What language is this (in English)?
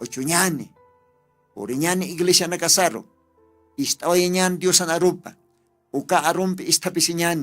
Aymara